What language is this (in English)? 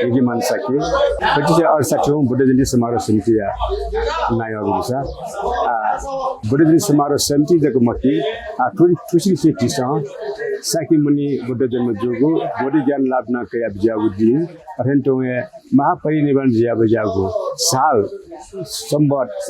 Newari